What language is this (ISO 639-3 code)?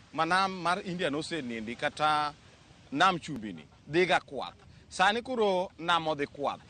luo